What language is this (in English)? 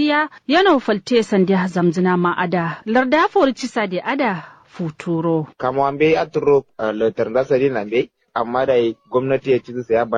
Kanuri